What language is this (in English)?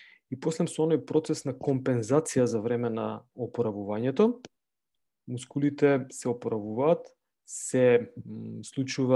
Macedonian